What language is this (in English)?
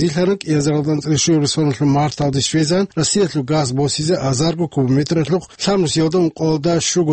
Avaric